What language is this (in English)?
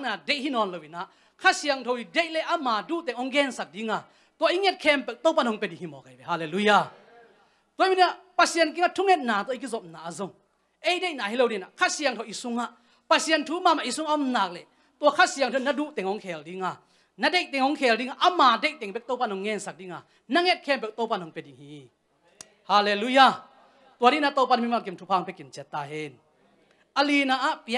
Tedim Chin